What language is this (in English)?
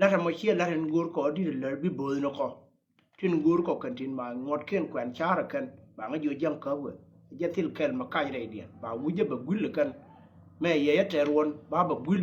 Nuer